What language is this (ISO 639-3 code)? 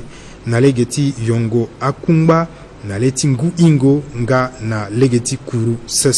sag